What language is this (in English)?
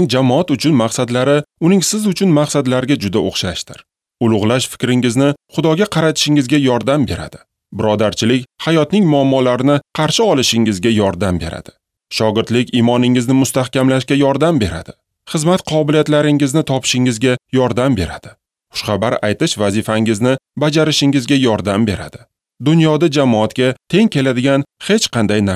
Uzbek